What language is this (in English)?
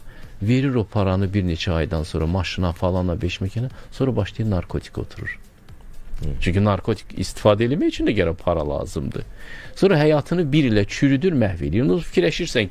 Azerbaijani